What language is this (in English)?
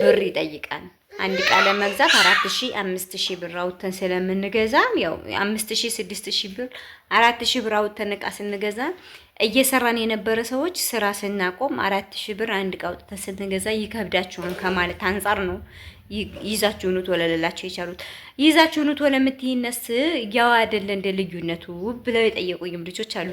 Amharic